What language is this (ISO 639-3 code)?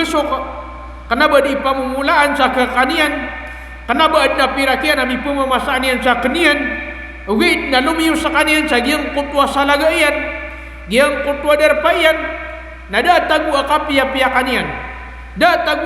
mrw